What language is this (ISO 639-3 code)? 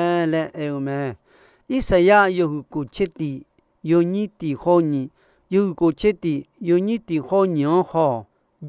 ahk